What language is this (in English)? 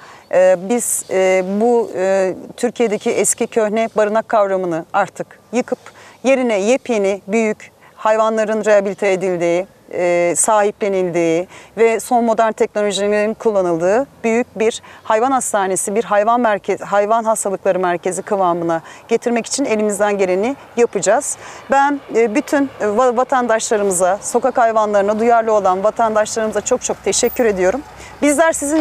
Turkish